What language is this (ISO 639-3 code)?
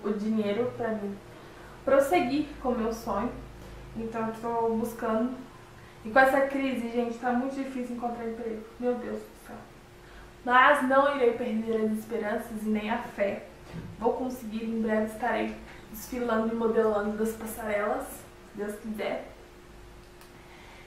por